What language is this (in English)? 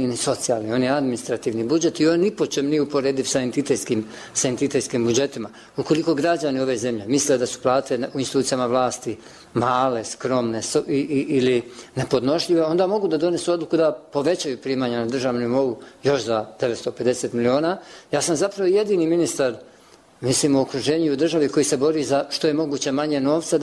Bosnian